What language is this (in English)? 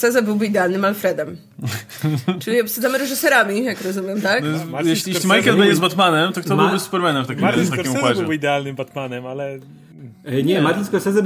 Polish